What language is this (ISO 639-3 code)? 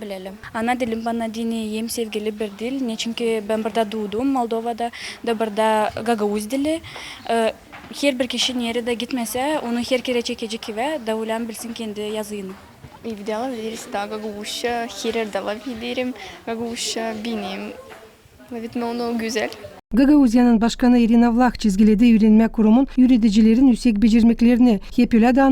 gag